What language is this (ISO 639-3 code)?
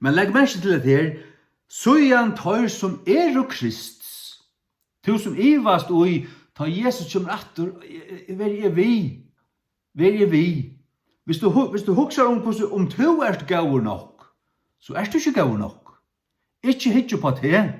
fao